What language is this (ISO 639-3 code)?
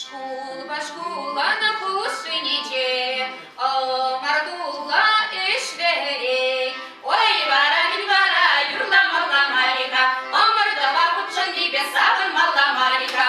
chv